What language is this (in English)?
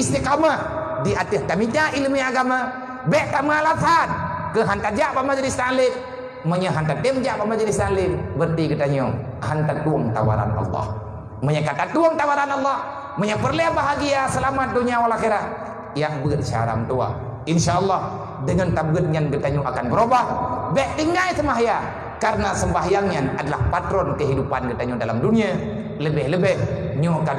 Achinese